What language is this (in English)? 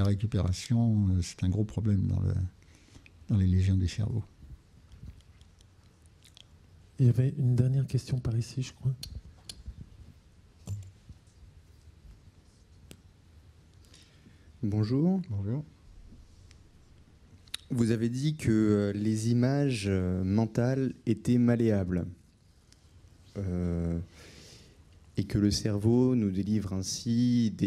French